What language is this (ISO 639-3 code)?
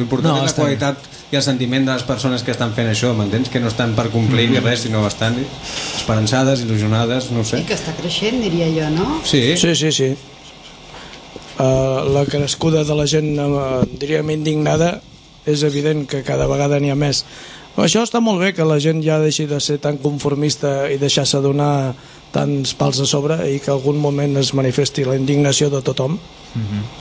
cat